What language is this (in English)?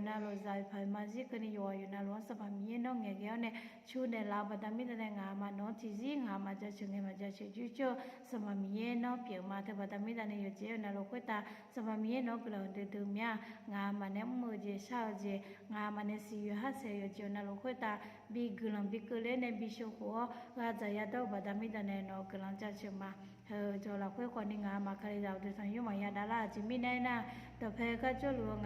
Akha